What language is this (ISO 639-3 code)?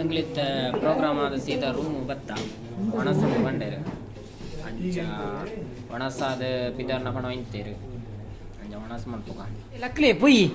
tcy